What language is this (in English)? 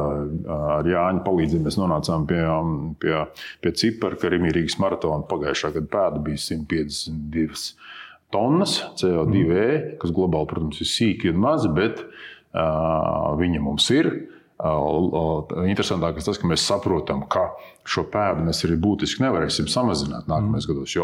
Latvian